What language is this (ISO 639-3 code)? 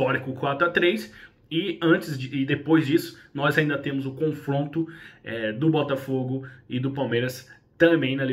por